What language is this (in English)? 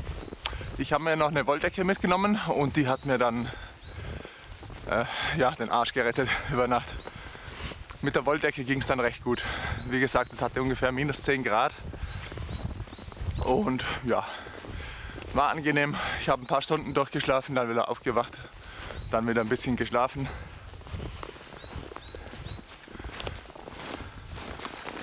German